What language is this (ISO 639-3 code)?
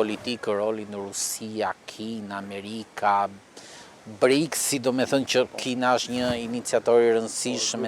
sqi